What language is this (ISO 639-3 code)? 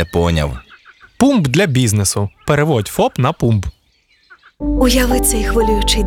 ukr